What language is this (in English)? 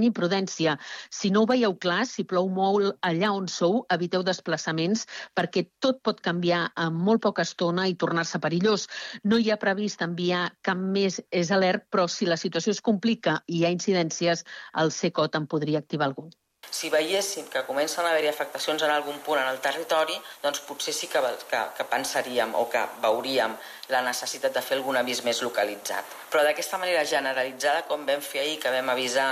Catalan